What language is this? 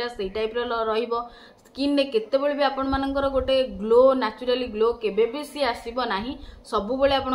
Odia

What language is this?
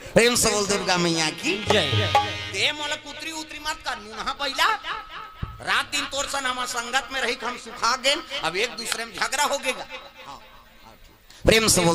Chhattisgarhi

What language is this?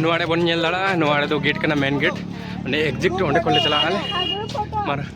Santali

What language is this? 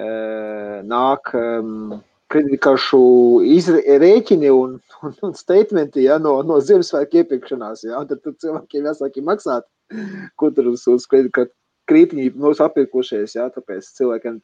Latvian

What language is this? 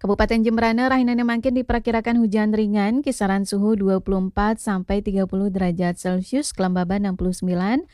Balinese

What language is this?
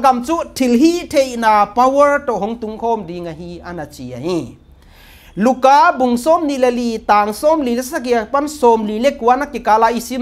Paite Chin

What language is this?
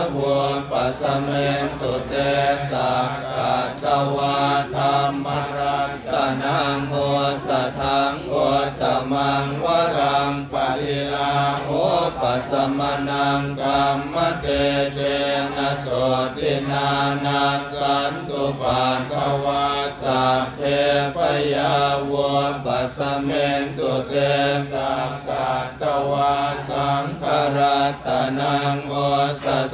Pali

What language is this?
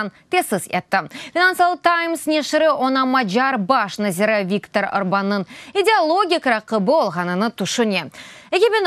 Crimean Tatar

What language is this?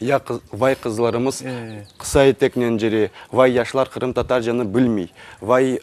Crimean Tatar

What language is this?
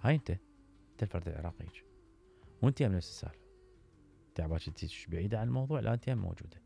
Mesopotamian Arabic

